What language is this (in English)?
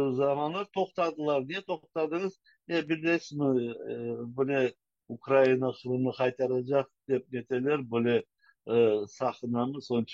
Crimean Tatar